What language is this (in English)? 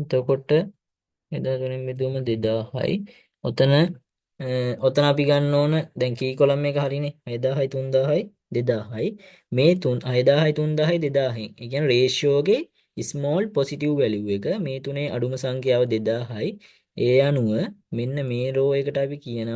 Sinhala